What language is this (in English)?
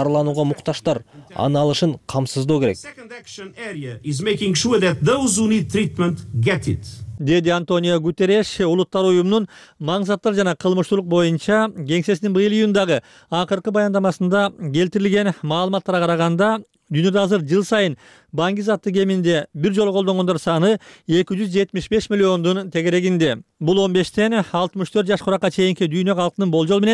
Kyrgyz